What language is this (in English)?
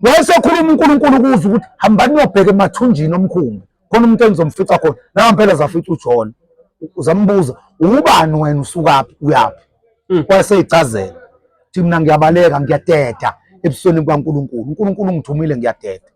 Zulu